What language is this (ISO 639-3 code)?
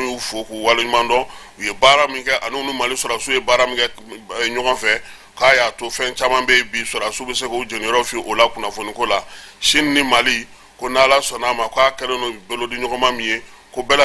bam